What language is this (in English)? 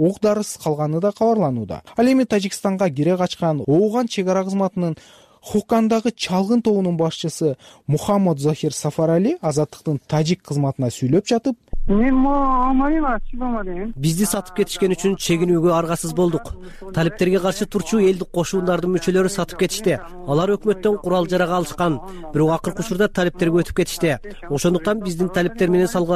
Kyrgyz